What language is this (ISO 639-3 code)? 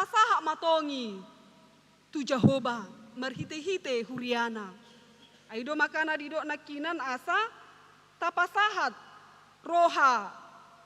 bbc